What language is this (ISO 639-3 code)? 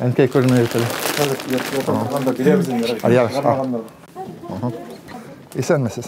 bak